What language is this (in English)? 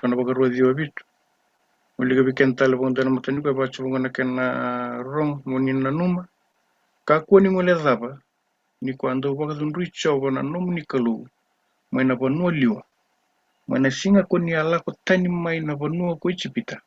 Fijian